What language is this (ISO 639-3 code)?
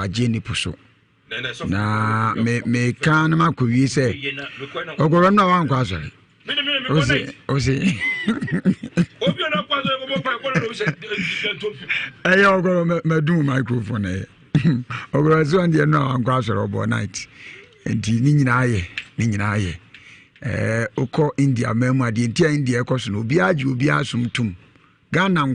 aka